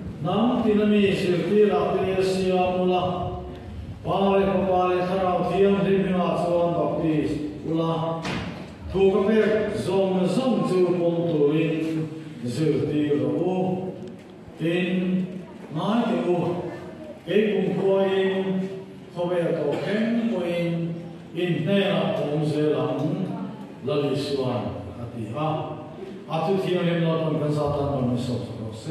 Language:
Vietnamese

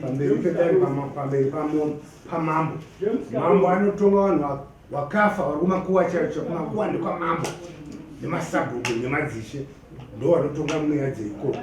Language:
Shona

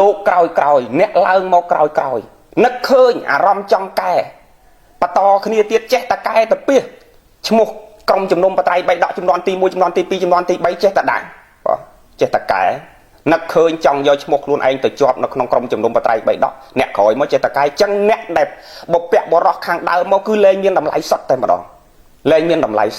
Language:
Khmer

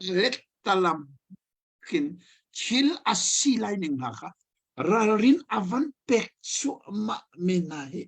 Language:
Hakha Chin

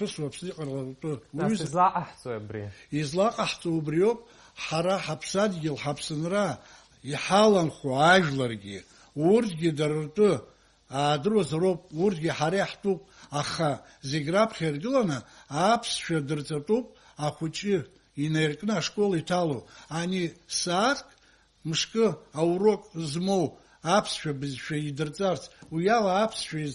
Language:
Abkhazian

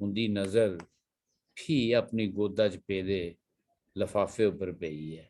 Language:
Dogri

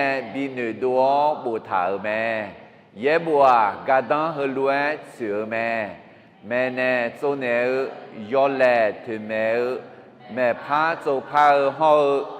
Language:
Akha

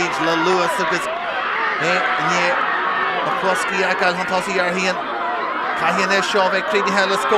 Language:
Irish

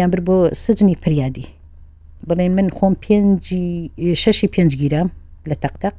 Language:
Central Kurdish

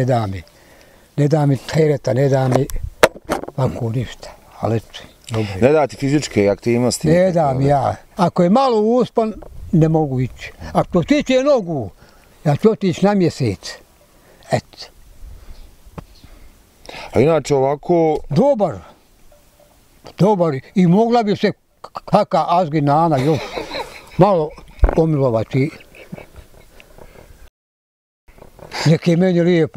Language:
Bosnian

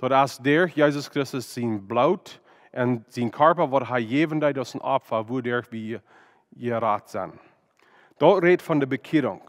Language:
Plautdietsch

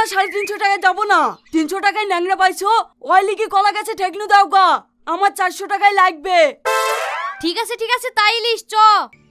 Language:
Bangla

